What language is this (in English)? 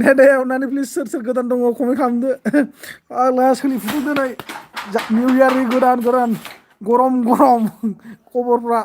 Bodo